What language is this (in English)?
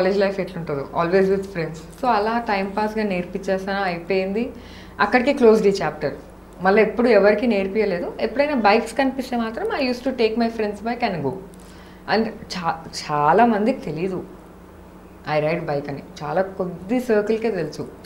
Telugu